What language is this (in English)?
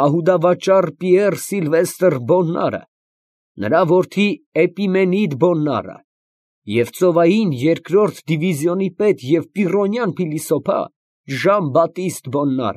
Armenian